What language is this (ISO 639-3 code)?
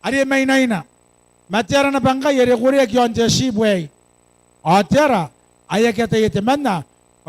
gil